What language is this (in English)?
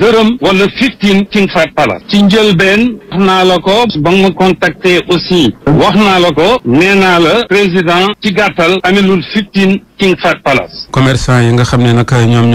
Wolof